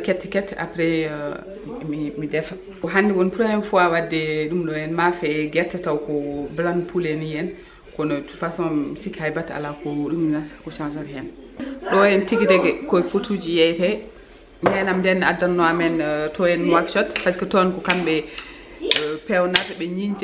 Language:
Fula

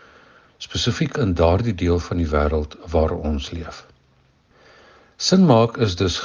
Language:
Afrikaans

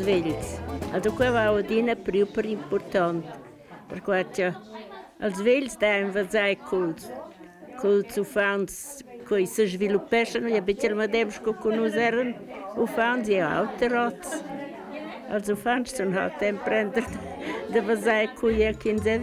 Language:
Romansh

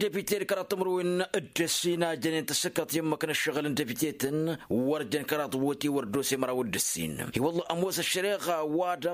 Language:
Tamasheq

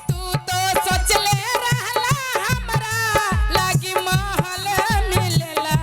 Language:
Magahi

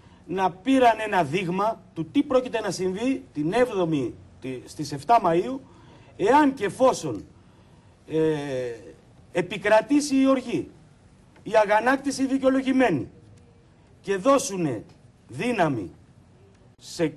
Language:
Greek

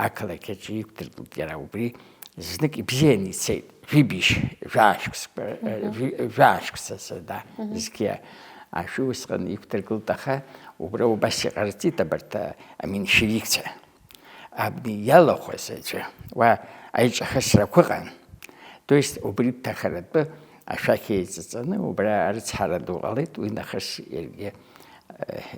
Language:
Abkhazian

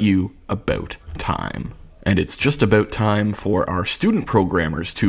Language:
English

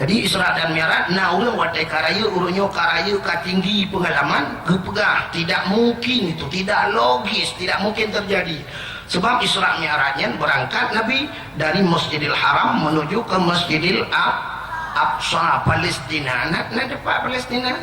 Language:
Achinese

